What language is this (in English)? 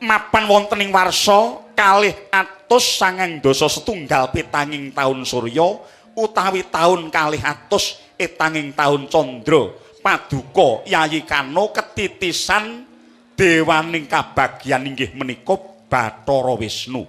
Javanese